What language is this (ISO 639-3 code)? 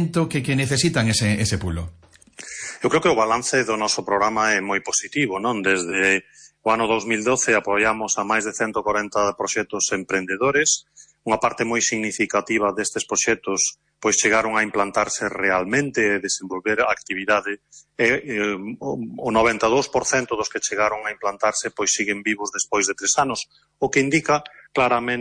glg